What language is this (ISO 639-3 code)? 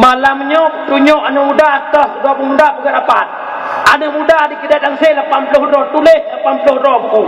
ace